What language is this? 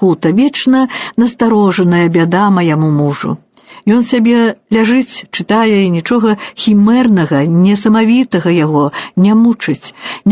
Belarusian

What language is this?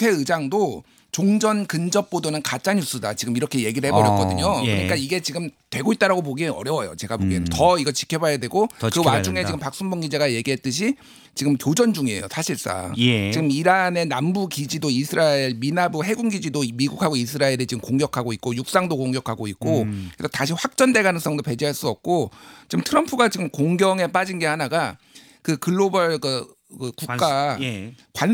Korean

